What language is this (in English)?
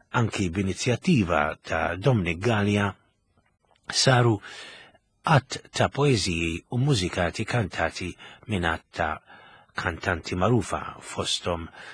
Maltese